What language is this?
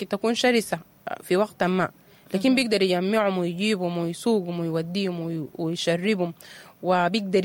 Sudanese Arabic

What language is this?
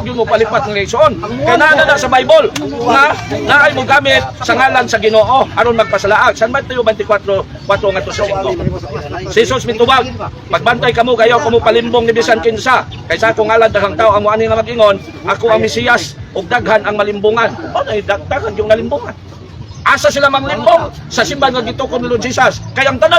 Cebuano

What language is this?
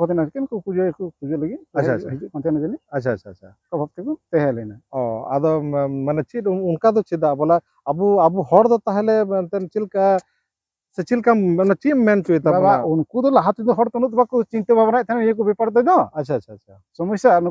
Santali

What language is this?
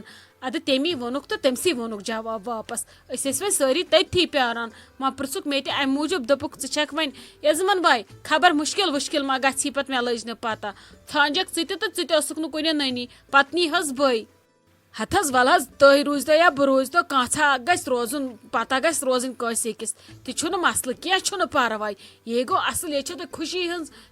Kashmiri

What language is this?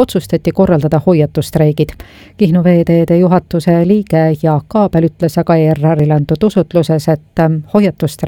Estonian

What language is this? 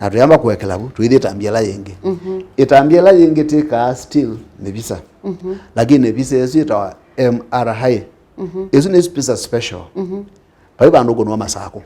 Kamba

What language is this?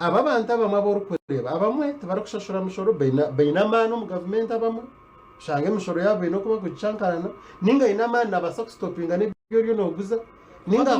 Nyankole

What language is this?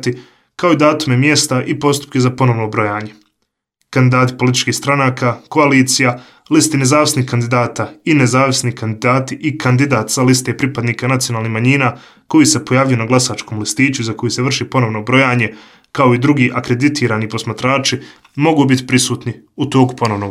Bosnian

